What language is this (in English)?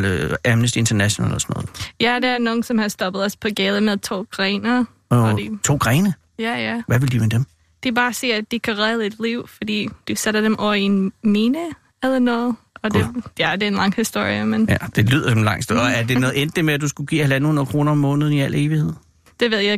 Danish